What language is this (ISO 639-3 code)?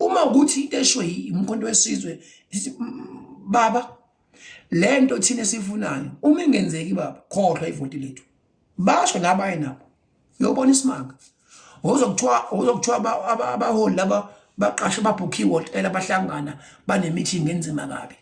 zul